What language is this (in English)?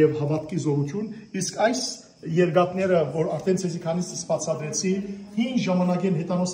Western Armenian